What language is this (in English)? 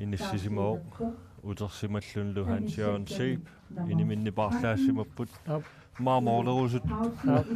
Kalaallisut